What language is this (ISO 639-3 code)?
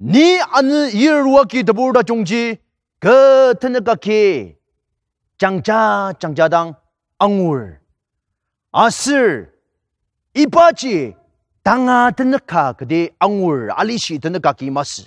njo